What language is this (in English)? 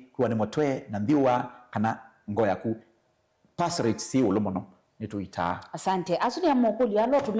Kamba